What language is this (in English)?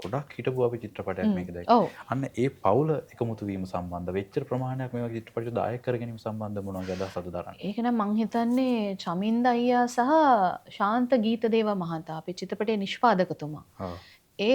Sinhala